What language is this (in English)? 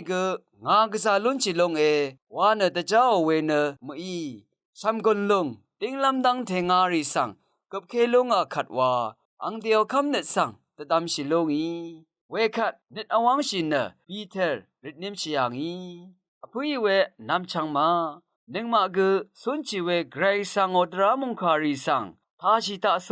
Rawang